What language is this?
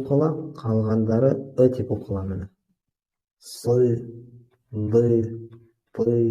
Bashkir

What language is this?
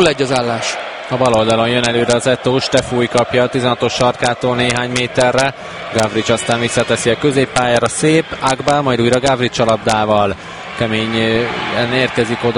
Hungarian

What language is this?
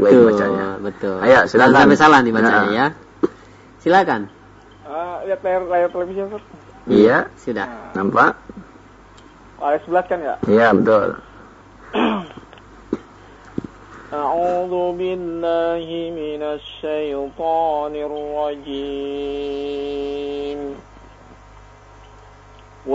Indonesian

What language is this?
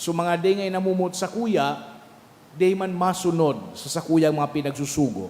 Bikol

